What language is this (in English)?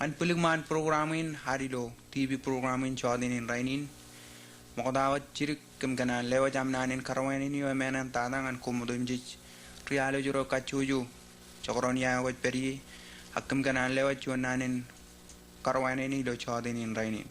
Marshallese